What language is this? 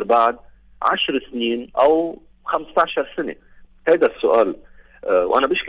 North Levantine Arabic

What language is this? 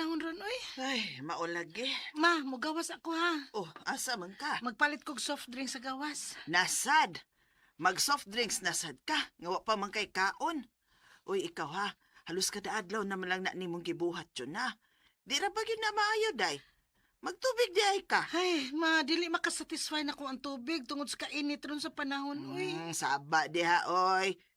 Cebuano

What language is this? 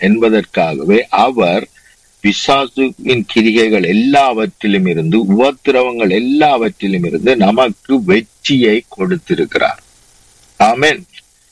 Tamil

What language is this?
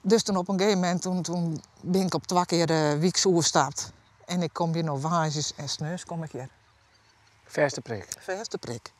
Western Frisian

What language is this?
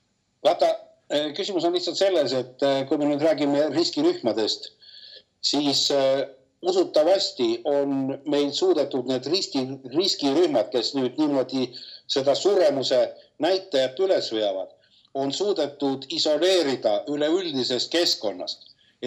Estonian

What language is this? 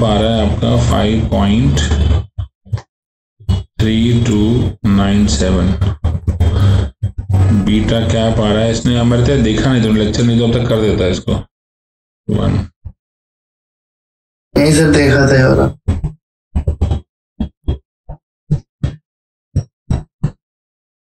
Hindi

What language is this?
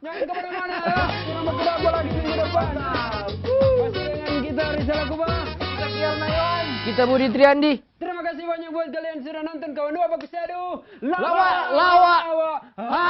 Manado Malay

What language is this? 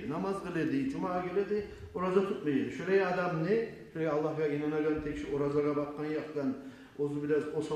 Kumyk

